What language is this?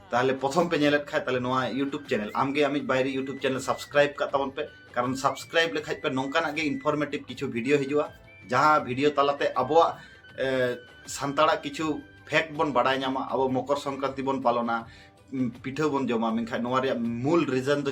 Santali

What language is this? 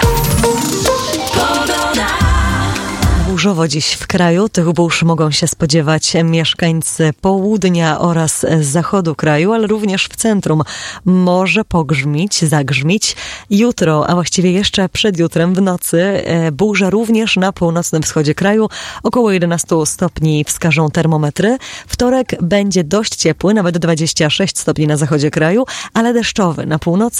Polish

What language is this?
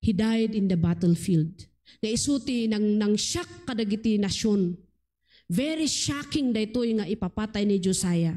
Iloko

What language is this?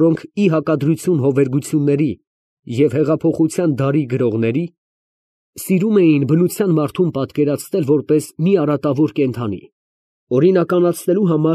Armenian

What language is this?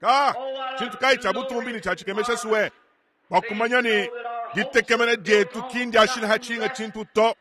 Luba-Lulua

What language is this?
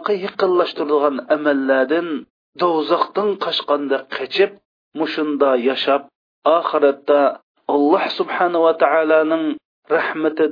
Uyghur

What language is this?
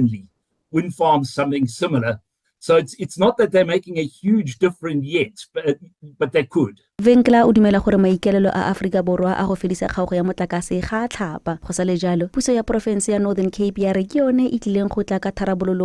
Tswana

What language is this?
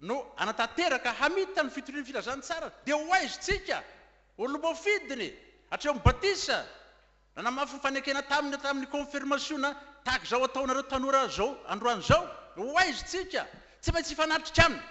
Malagasy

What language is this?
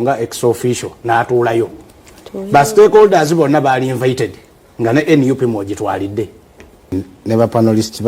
Ganda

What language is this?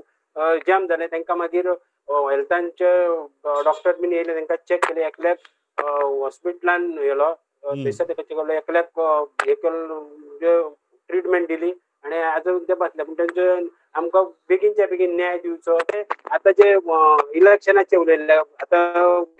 Konkani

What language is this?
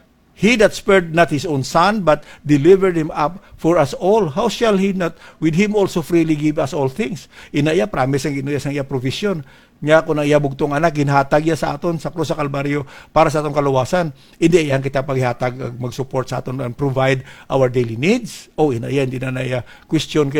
Hiligaynon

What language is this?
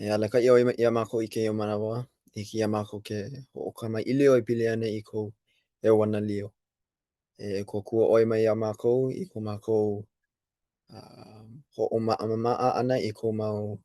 Hawaiian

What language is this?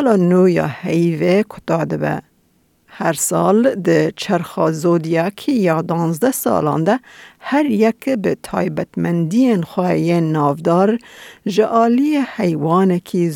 Kurdish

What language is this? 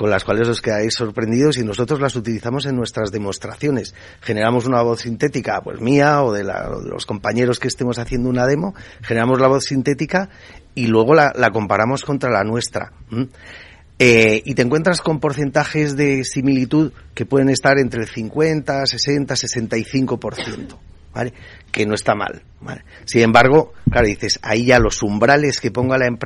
Spanish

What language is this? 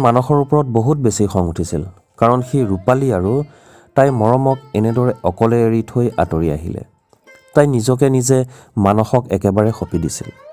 Assamese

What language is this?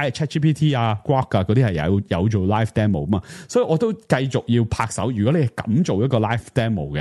Cantonese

